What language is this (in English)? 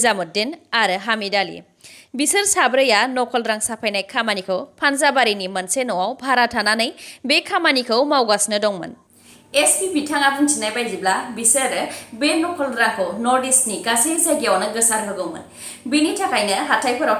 Bodo